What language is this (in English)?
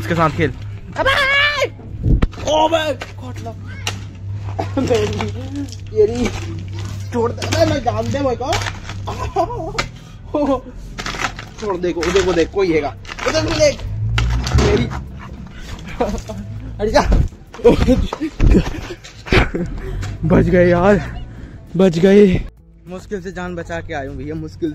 Hindi